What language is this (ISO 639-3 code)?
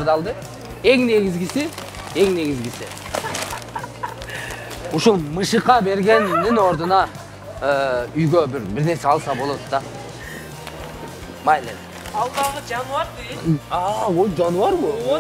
kir